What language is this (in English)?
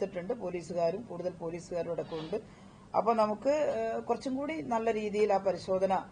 Malayalam